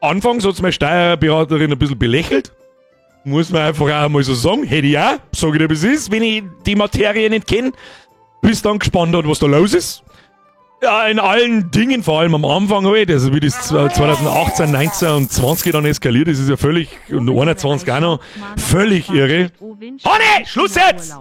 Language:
Bavarian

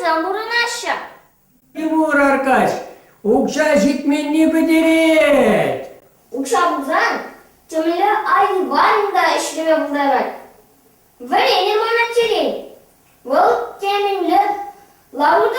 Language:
Chuvash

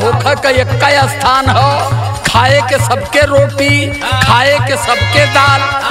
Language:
Bhojpuri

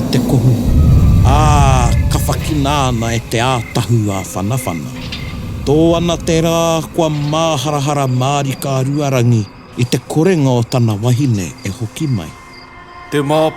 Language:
Māori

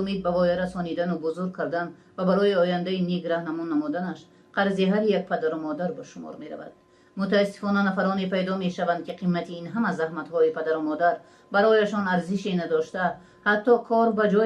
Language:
Tajik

